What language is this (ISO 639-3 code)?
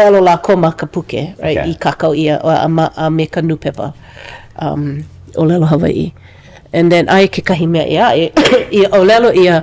haw